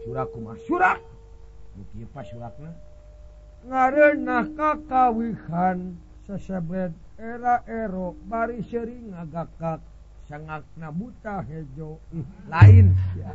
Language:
Sundanese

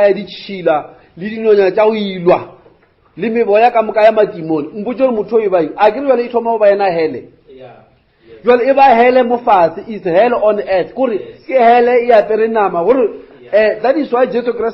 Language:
Northern Sotho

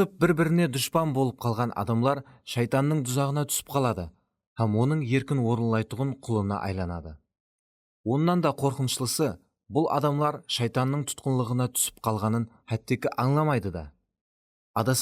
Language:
Kara-Kalpak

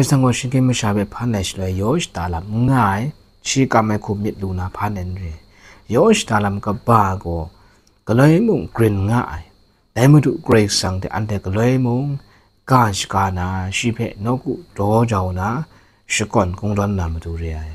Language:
Kachin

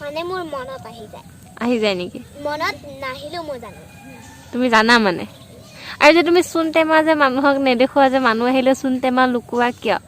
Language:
Assamese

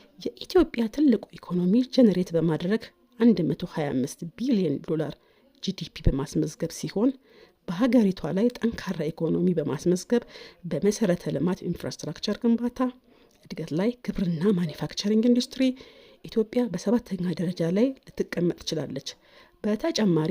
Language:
Amharic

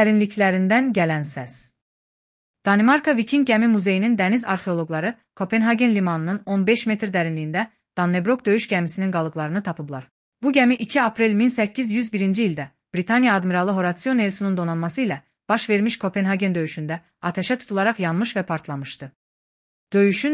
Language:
Azerbaijani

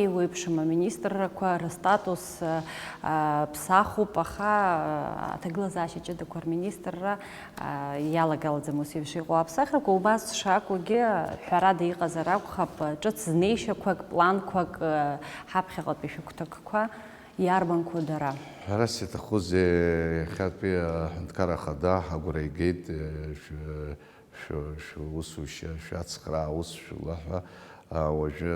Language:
Abkhazian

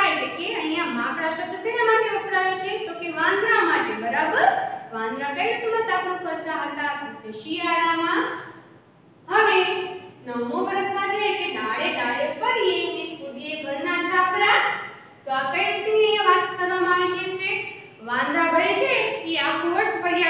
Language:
Gujarati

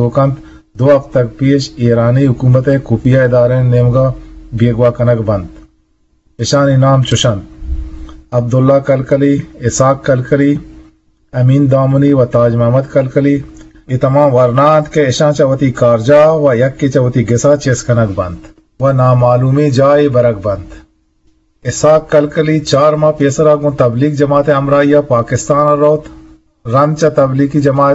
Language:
Eastern Balochi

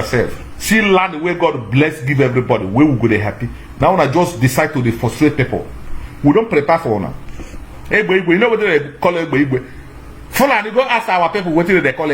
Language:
Nigerian Pidgin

